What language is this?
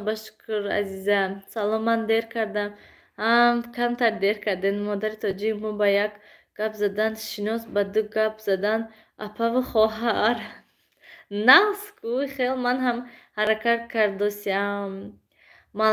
Tajik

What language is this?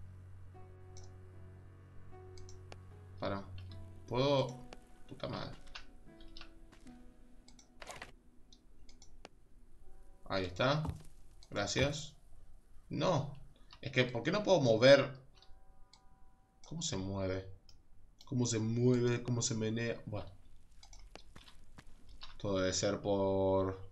Spanish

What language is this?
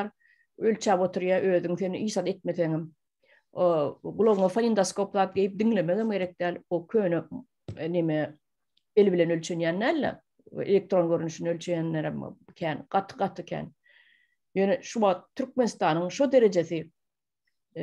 Turkmen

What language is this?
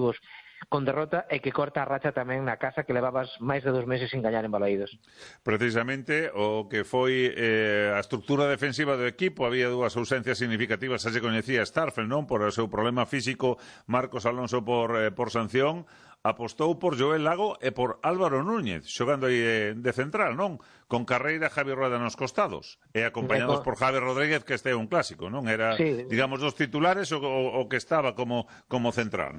Galician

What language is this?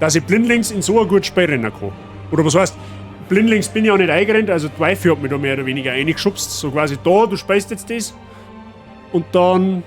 Bavarian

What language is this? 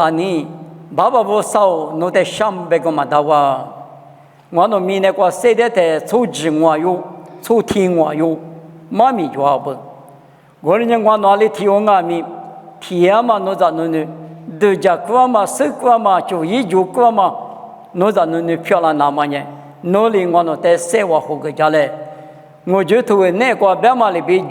Lisu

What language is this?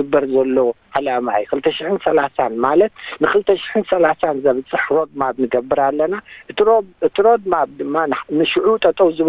Tigrinya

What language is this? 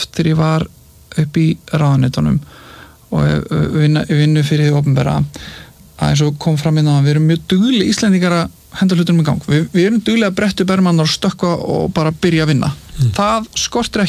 Icelandic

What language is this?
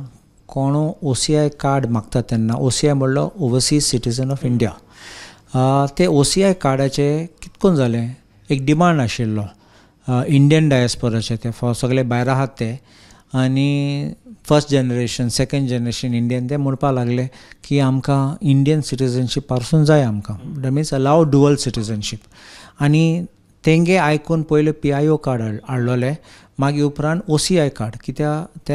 Konkani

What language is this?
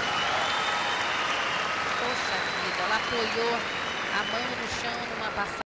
Portuguese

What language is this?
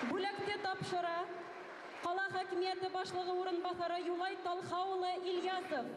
Bashkir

